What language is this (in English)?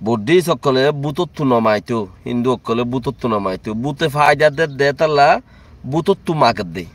Rohingya